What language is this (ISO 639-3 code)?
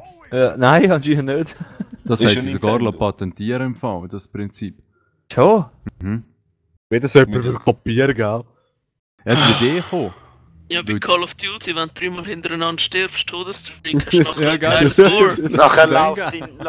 gsw